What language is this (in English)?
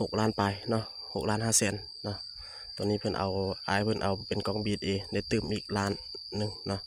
Lao